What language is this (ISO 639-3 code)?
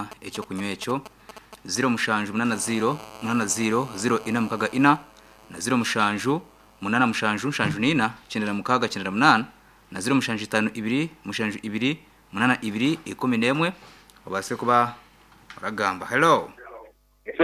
nyn